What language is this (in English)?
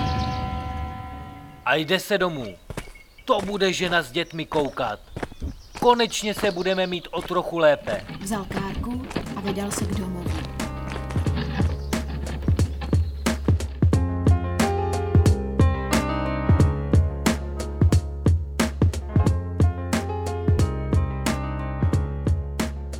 Czech